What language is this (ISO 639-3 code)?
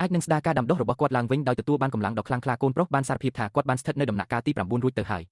khm